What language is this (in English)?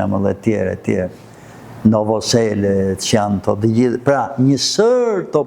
Albanian